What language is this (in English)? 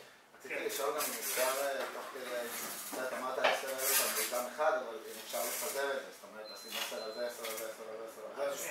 Hebrew